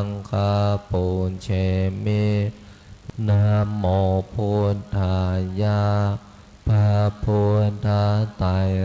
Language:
Pali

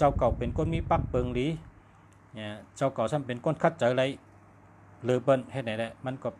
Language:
Shan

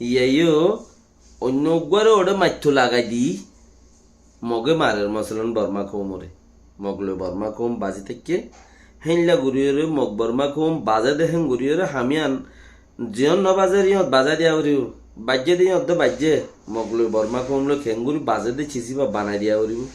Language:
Rohingya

